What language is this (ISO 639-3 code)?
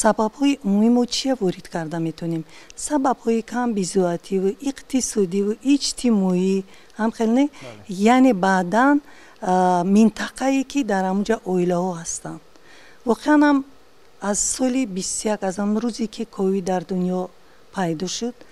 tgk